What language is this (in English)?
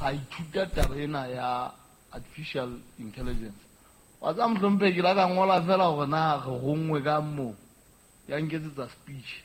Southern Sotho